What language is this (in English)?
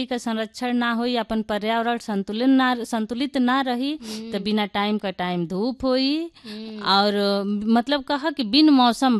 Bhojpuri